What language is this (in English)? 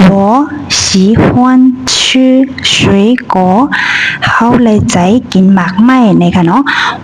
Shan